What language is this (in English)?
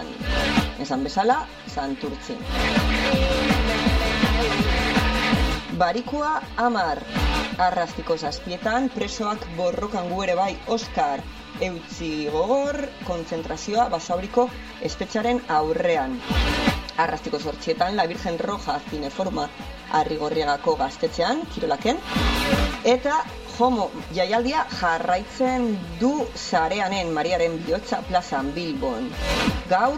Basque